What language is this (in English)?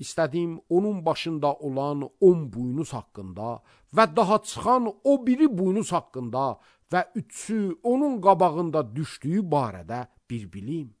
Azerbaijani